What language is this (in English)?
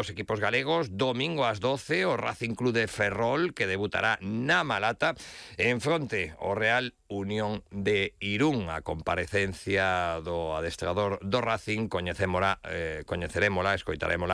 Galician